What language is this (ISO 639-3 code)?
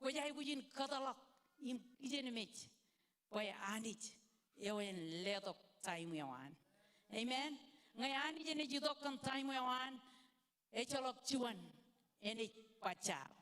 mah